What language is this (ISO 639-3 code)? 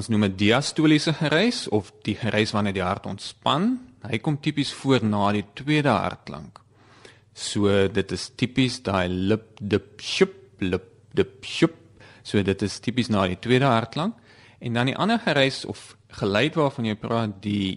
afr